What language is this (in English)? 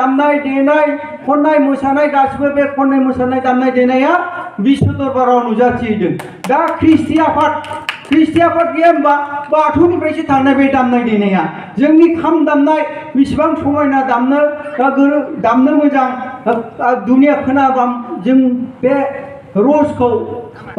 Bodo